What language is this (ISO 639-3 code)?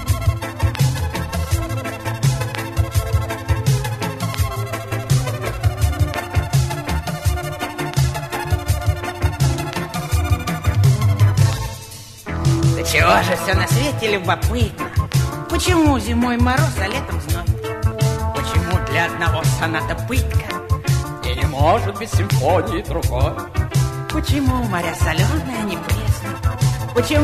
rus